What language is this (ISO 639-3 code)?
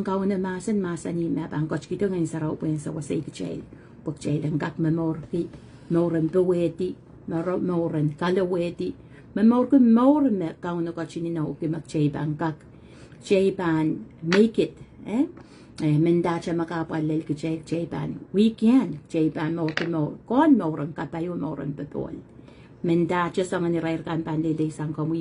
pon